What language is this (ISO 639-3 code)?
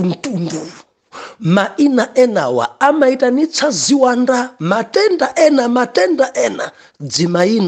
nya